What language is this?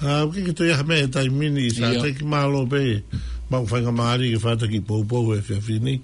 Tongan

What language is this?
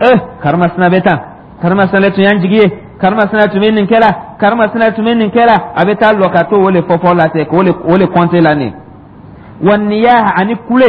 Dyula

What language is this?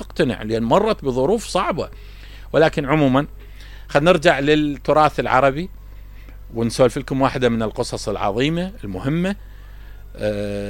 Mesopotamian Arabic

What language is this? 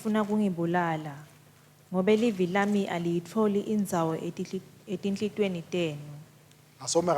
Swati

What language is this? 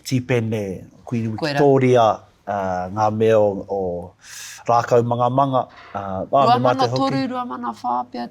Māori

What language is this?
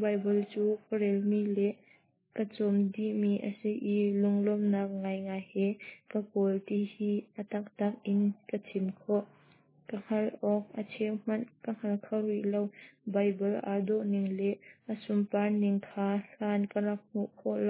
Hakha Chin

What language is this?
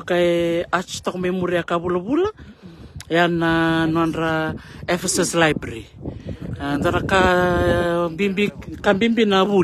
Fijian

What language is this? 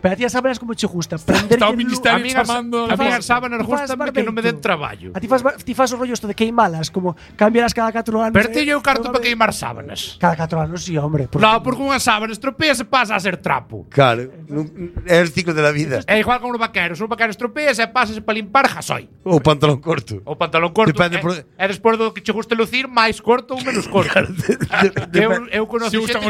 Galician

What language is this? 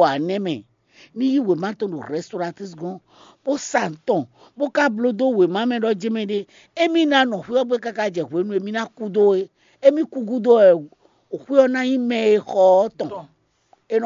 Fon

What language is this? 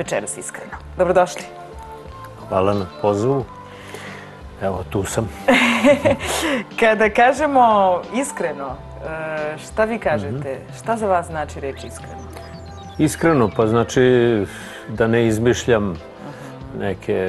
Serbian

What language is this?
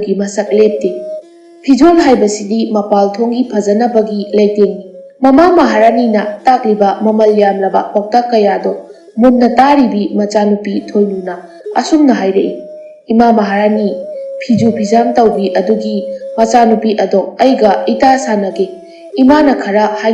Manipuri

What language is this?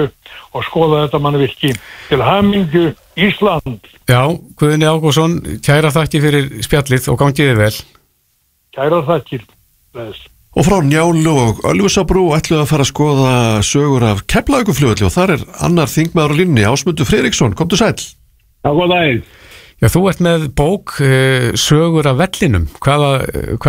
Icelandic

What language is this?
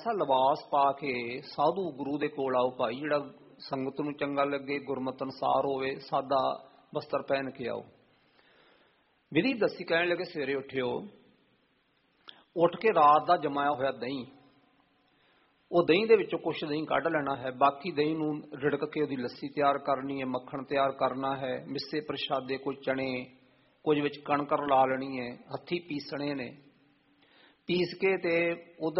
Punjabi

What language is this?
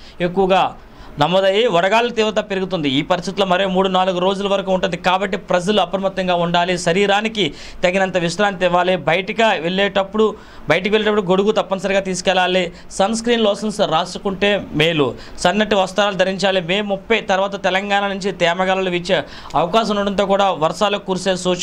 Telugu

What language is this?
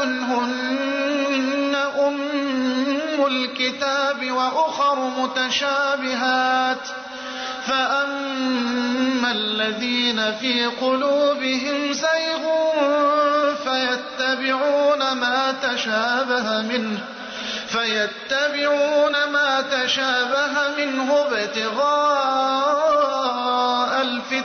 Arabic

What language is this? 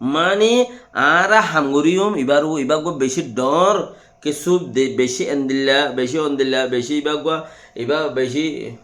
Rohingya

